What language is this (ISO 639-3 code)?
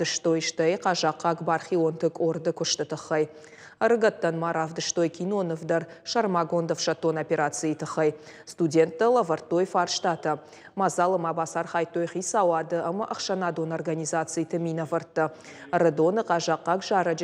oss